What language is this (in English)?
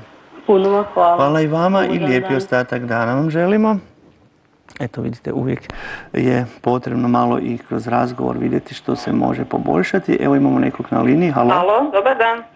Croatian